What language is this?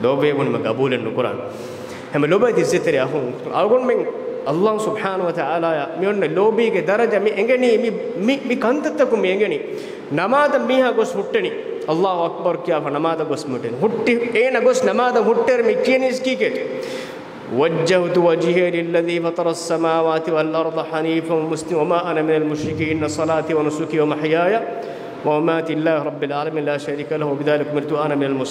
Divehi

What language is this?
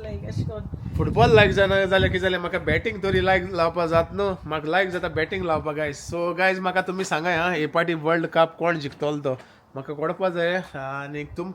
Konkani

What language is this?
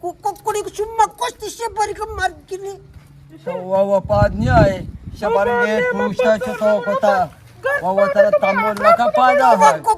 Eastern Balochi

